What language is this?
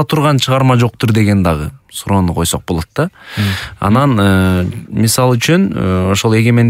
Kyrgyz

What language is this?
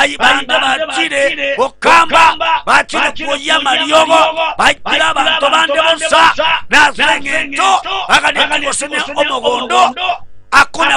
Gusii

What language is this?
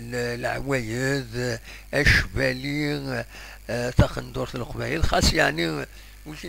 Kabyle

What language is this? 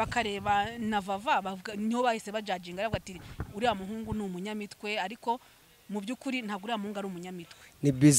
Kinyarwanda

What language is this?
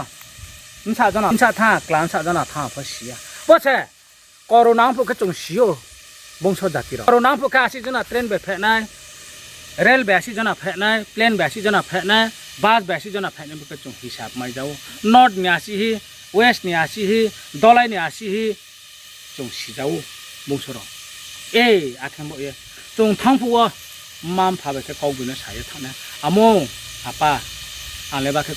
Riang (India)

